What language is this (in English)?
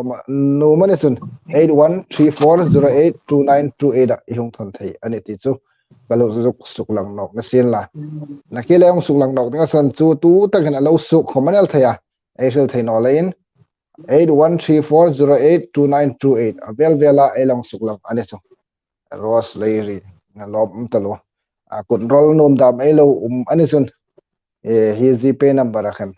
Hmar